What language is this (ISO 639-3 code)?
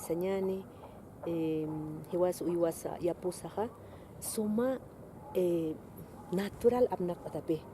aym